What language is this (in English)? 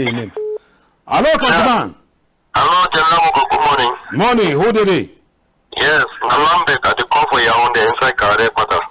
Cameroon Pidgin